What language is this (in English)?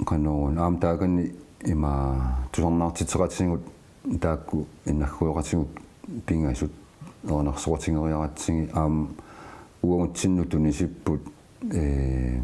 Kalaallisut